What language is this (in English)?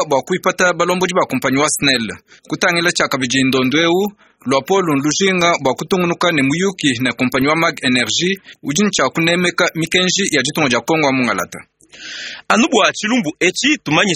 Luba-Lulua